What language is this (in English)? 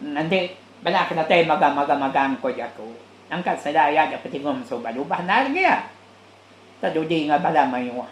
Iban